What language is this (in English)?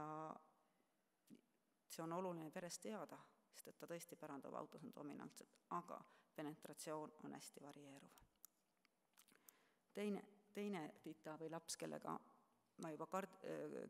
Estonian